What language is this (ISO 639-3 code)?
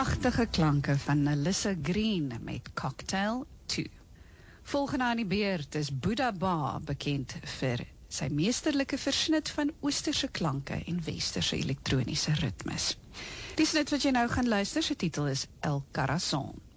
afr